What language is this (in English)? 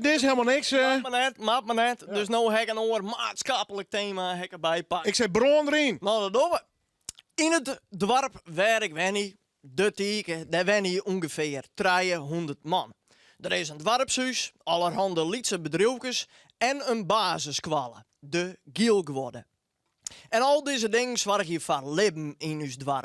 Western Frisian